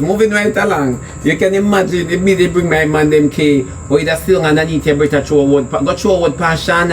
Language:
Jamaican Creole English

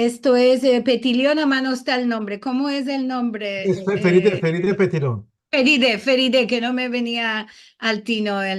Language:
Ladino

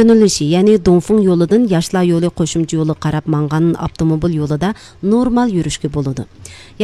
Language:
Uyghur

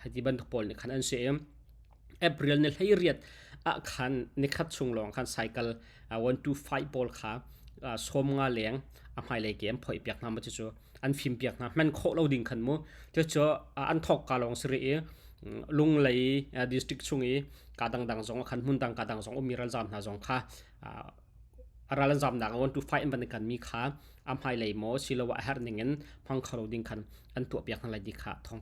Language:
Hakha Chin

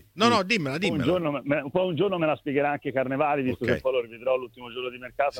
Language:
Italian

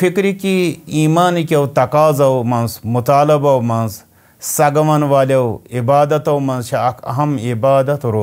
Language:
Kashmiri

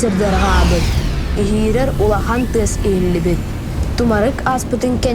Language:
Yakut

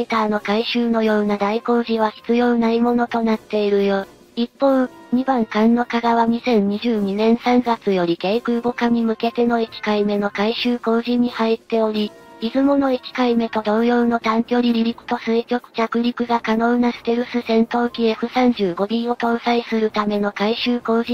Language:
Japanese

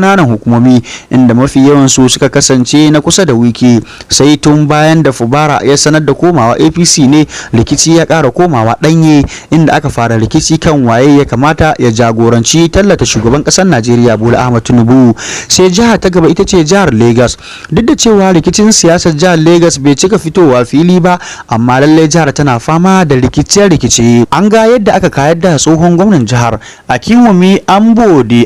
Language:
Hausa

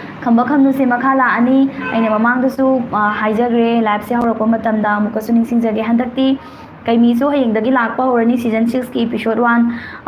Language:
Manipuri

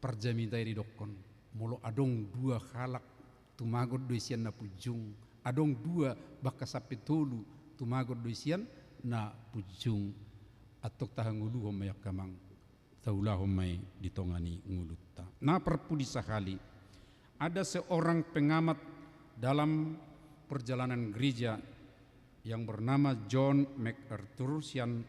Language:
Batak Toba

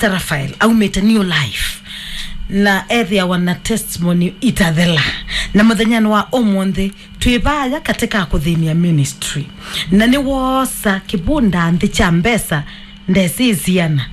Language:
Kamba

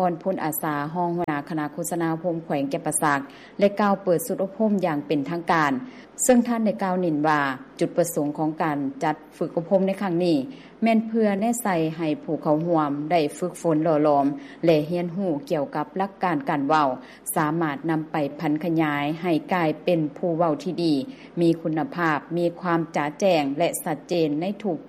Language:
Lao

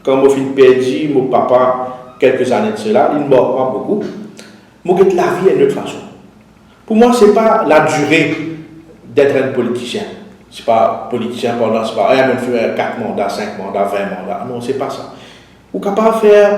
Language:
Morisyen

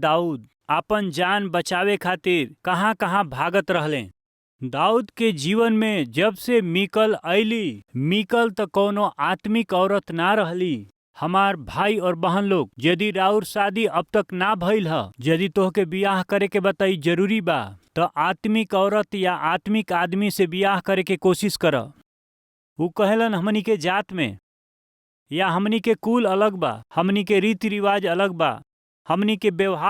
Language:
Bhojpuri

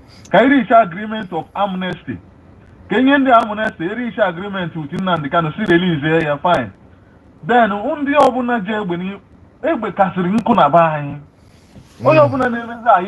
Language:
Igbo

